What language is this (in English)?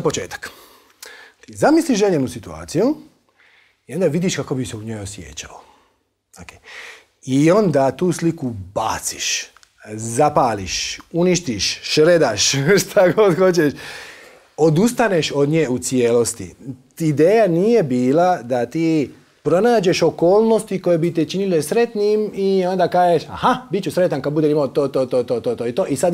Croatian